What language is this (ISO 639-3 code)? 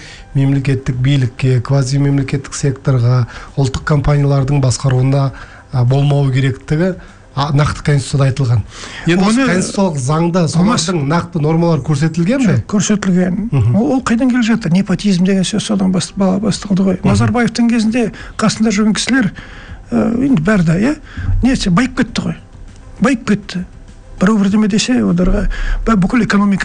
kaz